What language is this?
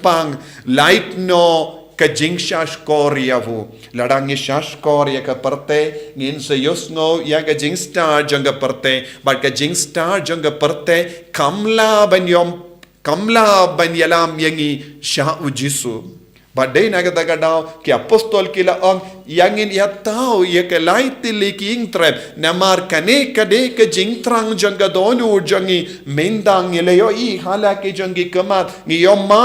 Khasi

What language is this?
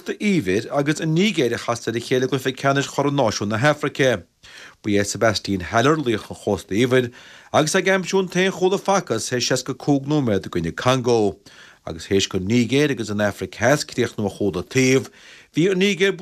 Irish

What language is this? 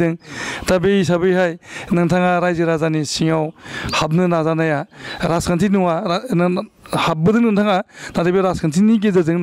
Bodo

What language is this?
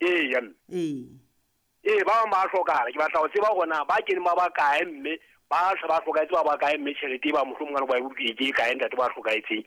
Southern Sotho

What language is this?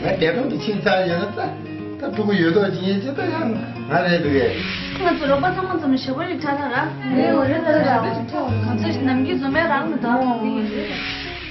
Tibetan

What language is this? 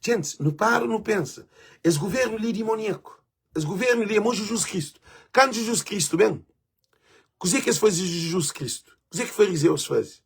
Kabuverdianu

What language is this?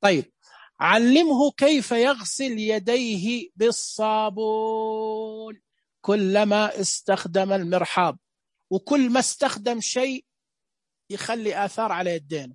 Najdi Arabic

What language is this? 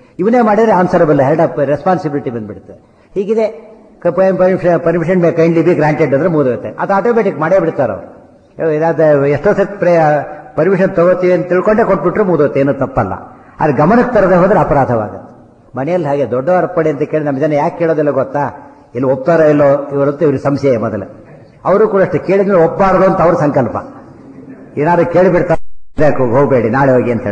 Kannada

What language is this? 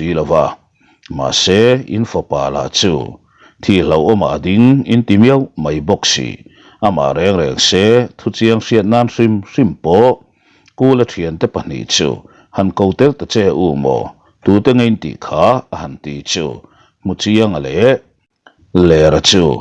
Mizo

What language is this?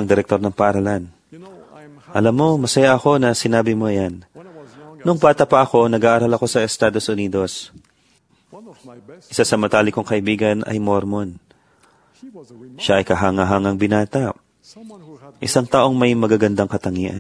Filipino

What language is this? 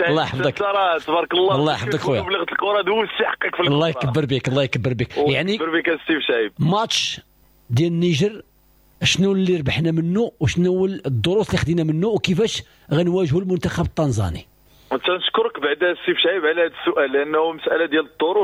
Moroccan Arabic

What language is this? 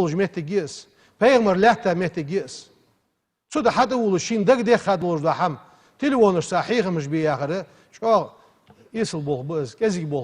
Ingush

